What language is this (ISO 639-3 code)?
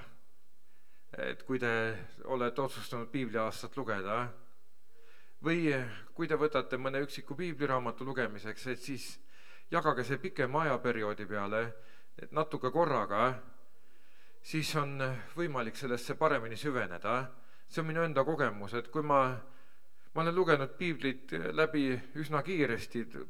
est